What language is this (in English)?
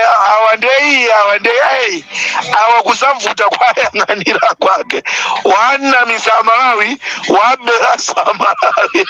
Nyanja